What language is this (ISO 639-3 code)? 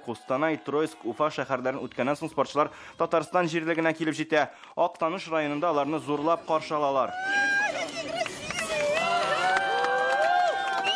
tat